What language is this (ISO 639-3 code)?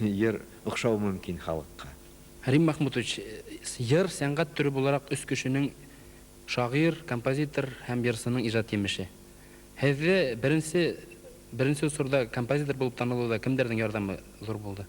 bak